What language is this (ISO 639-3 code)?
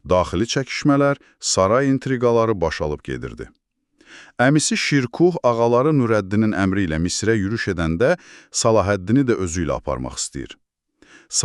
aze